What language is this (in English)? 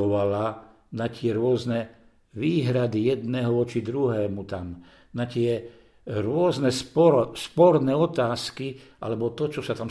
Slovak